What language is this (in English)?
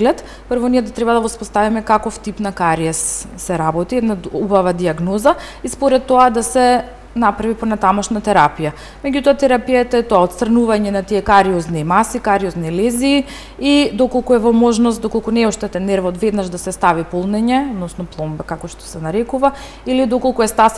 Macedonian